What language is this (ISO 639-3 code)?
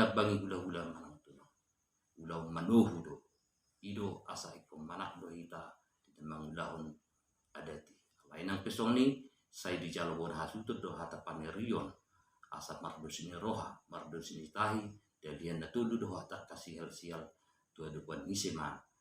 bbc